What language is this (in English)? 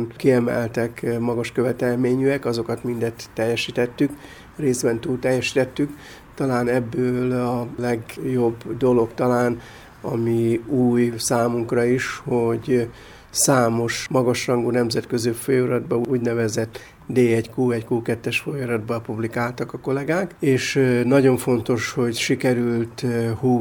Hungarian